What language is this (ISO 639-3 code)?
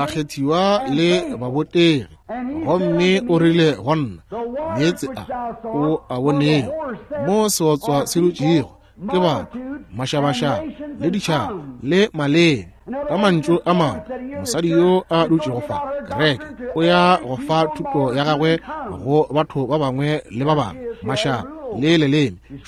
nso